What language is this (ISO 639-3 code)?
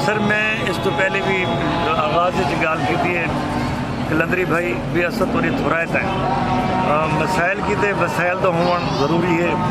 skr